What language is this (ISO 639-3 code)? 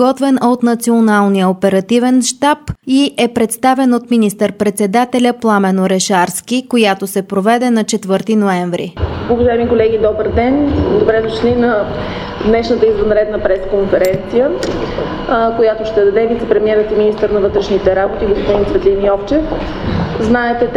bul